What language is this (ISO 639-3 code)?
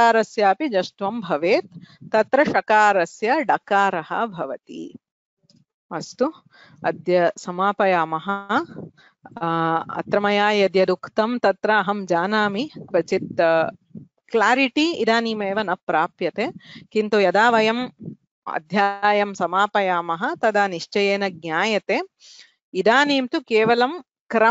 san